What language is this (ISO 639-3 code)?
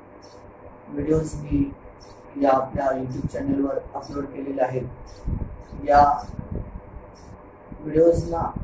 mar